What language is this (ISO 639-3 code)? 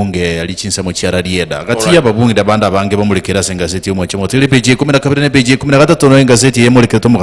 guz